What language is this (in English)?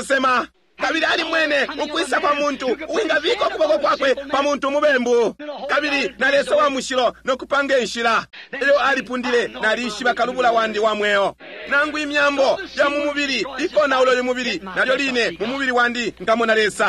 Bemba